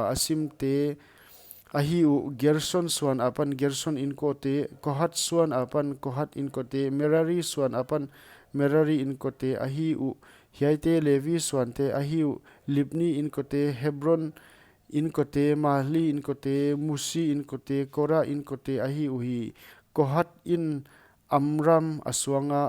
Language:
Paite Chin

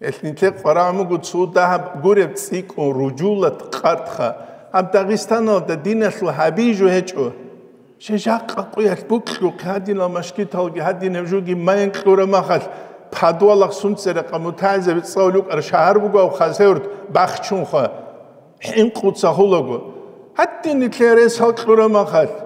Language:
Avaric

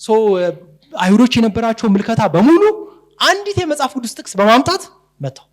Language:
Amharic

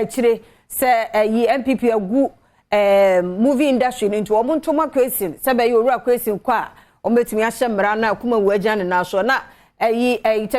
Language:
Akan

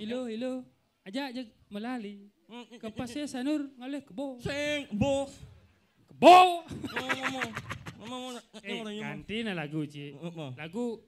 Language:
Balinese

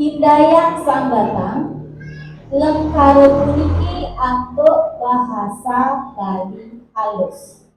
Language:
Balinese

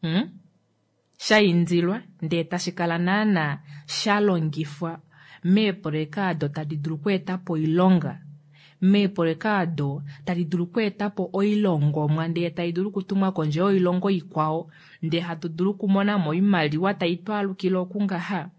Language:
Kuanyama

